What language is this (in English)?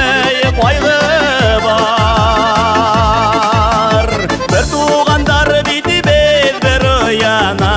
Bashkir